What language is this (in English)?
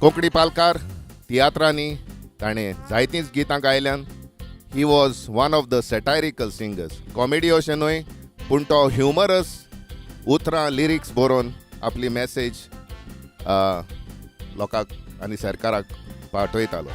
Konkani